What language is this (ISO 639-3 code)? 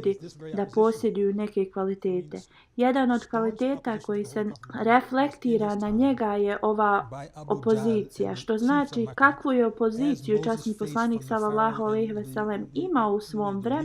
bos